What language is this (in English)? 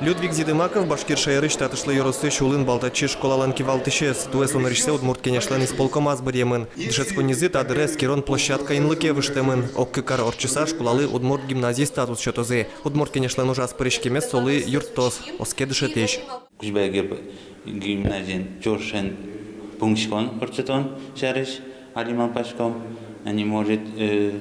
Udmurt